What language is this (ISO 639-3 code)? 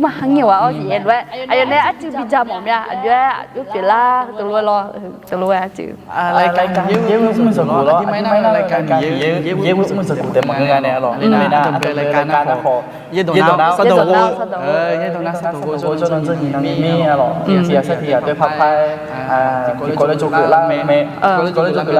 ahk